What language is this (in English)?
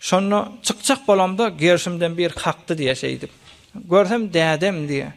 Turkmen